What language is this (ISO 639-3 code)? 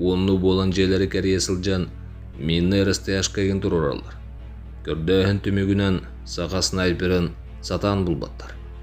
sah